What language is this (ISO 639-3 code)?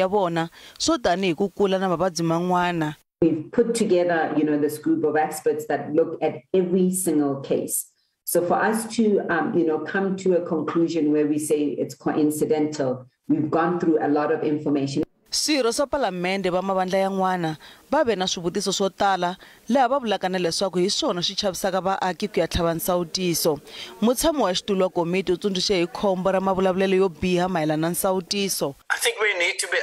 tso